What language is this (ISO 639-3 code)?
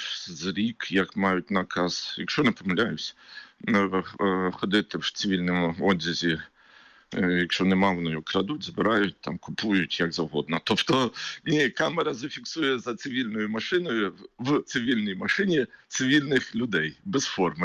ukr